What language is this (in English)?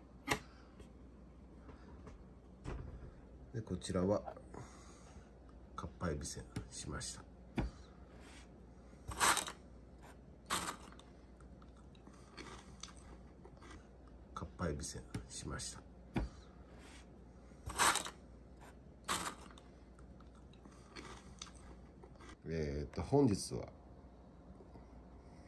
Japanese